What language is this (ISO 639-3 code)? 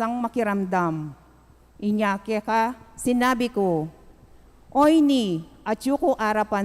pam